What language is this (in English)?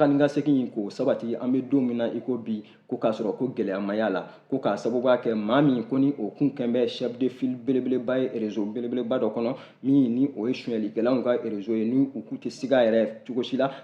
Bambara